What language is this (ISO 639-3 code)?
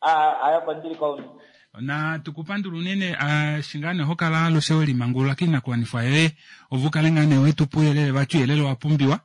kua